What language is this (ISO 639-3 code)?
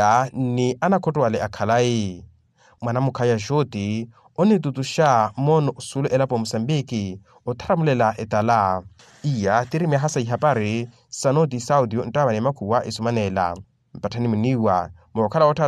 vmw